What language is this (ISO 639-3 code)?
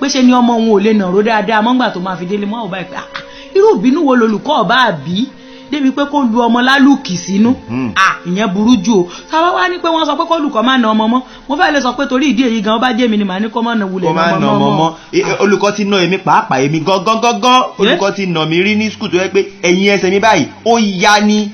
yor